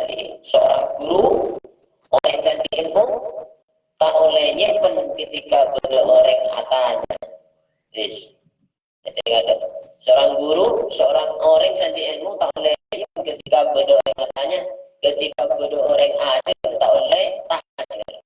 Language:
Madurese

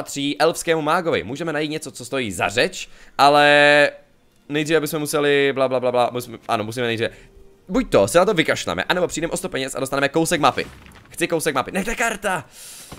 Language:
Czech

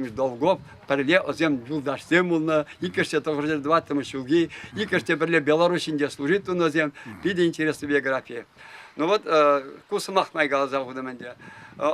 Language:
Chuvash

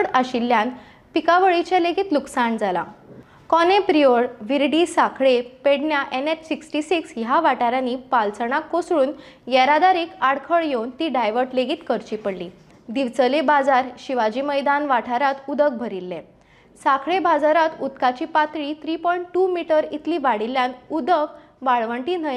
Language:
Konkani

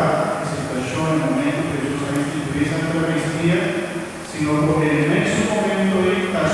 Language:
Papiamento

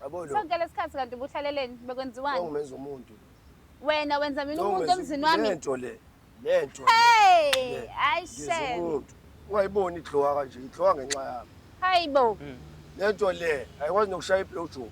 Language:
Zulu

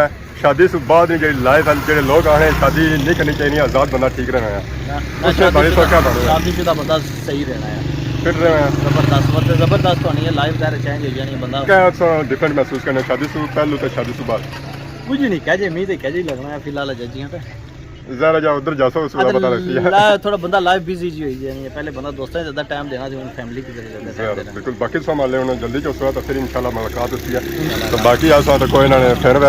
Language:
Pahari-Potwari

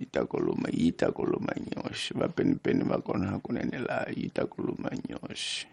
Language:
Tsonga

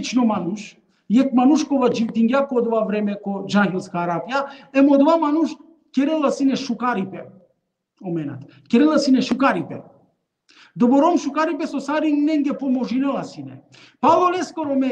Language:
Balkan Romani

